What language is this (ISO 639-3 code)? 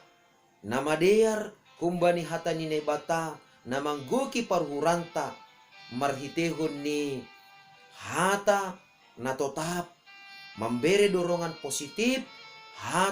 bts